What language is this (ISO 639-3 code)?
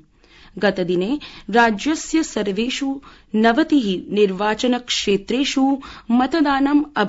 san